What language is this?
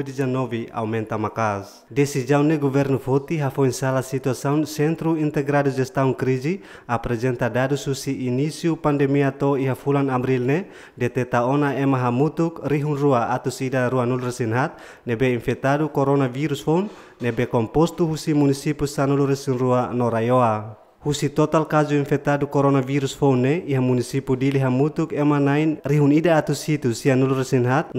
Tetum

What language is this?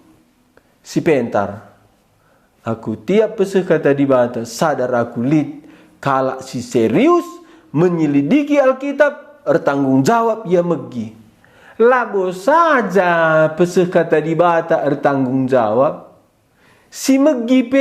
Batak Karo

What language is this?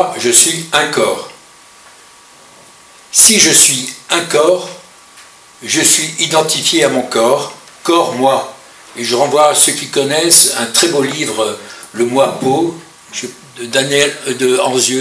French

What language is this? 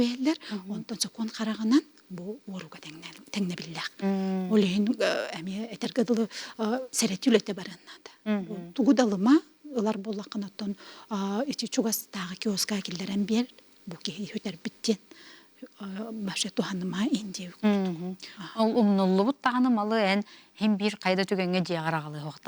Yakut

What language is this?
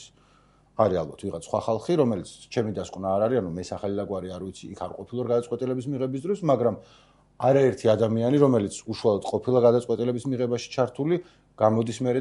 Georgian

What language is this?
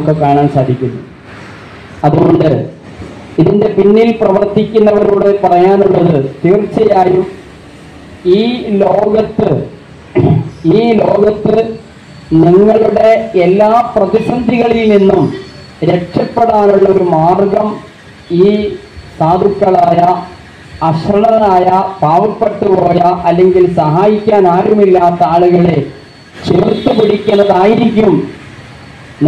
Malayalam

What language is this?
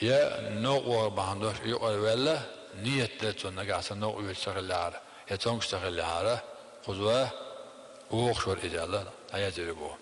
Chechen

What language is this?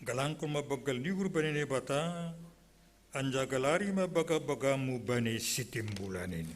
Batak Simalungun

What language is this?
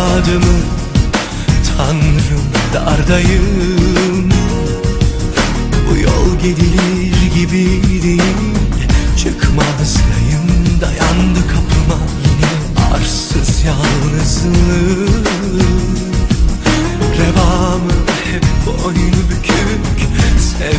Turkish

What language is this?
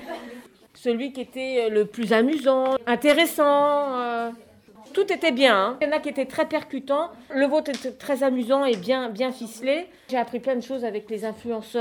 French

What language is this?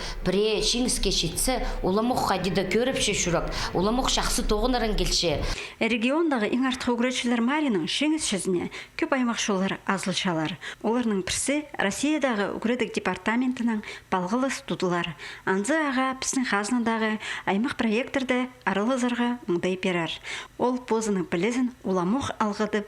Khakas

